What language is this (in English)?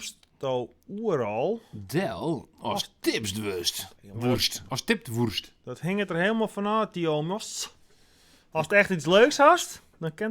Western Frisian